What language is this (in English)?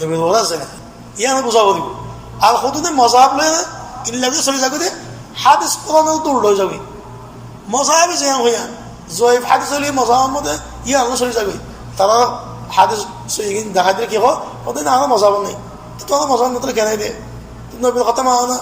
Rohingya